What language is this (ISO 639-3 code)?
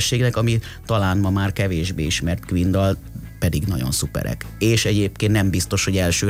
hun